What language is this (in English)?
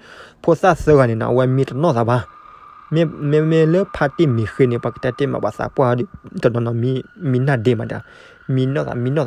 S'gaw Karen